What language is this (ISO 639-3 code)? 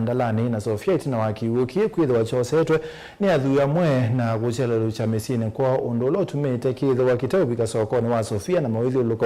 kam